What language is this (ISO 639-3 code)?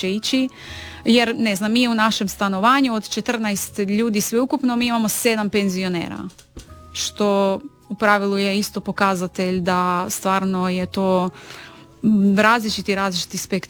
hrv